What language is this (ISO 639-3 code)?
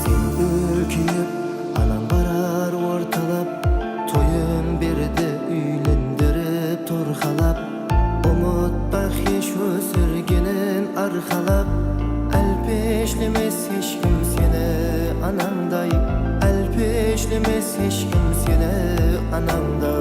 kaa